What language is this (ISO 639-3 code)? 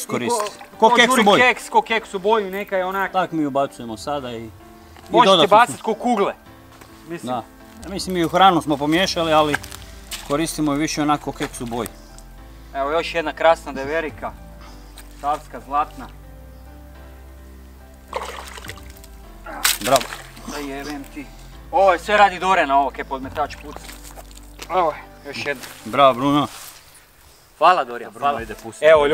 hrv